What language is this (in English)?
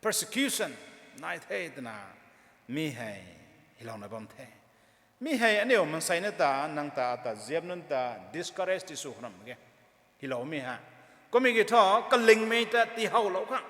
Rongmei Naga